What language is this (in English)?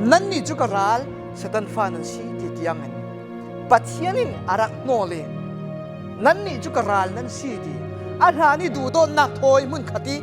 Falam Chin